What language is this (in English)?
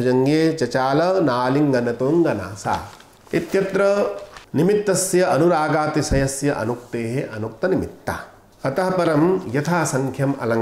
Sanskrit